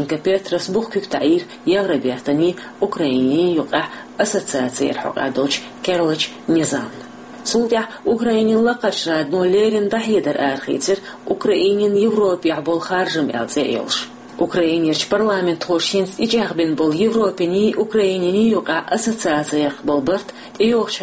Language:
Chechen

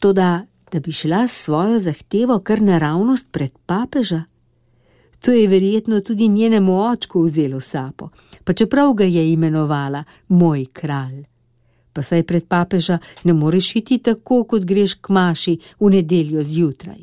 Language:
Slovenian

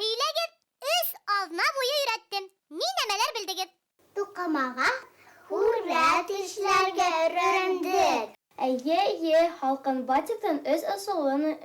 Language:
Bashkir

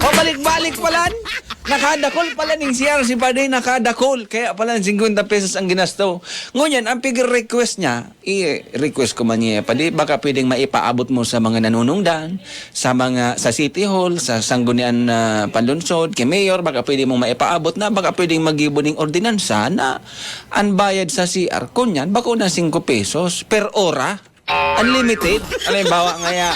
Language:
Bikol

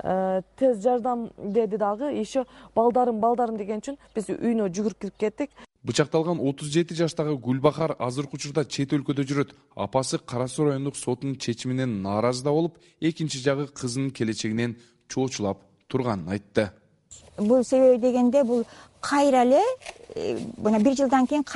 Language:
Kyrgyz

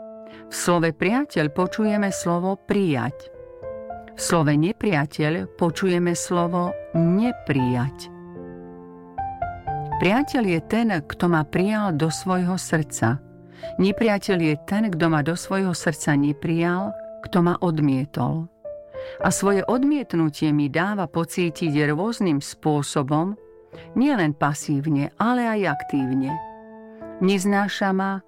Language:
Slovak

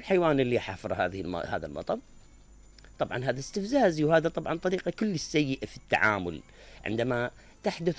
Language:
Mesopotamian Arabic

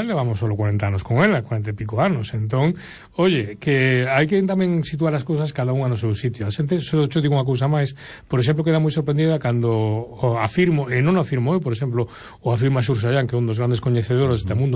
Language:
Galician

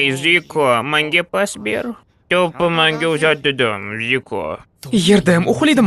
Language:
Uzbek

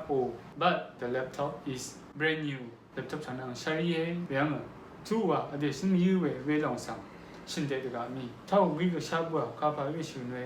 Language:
Rawang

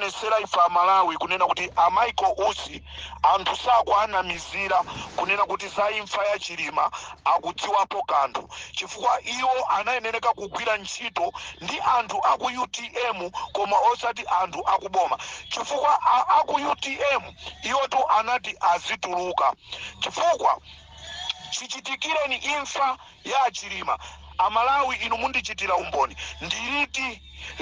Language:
Nyanja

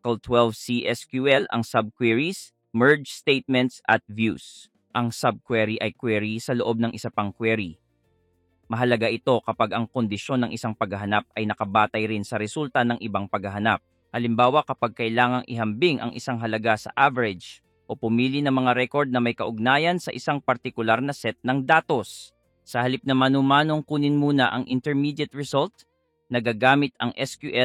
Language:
Filipino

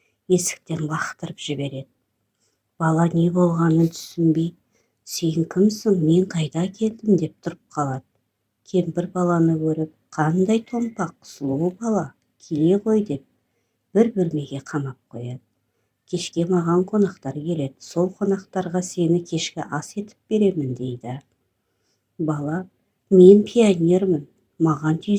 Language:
Kazakh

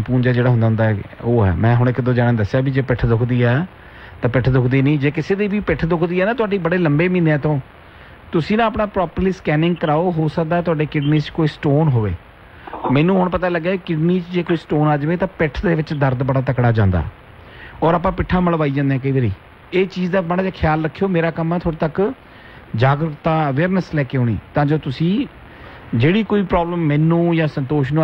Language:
Punjabi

